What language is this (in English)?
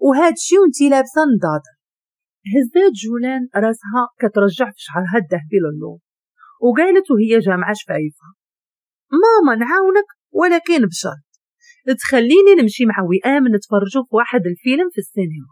Moroccan Arabic